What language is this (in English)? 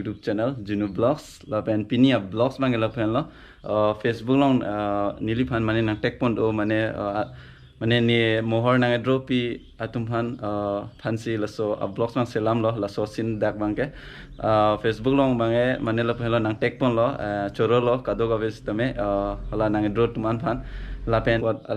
Karbi